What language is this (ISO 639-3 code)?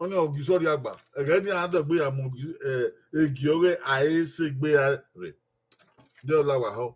bin